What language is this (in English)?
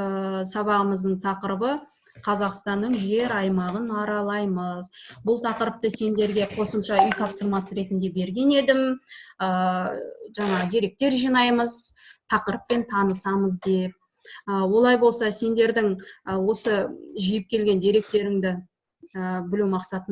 Kazakh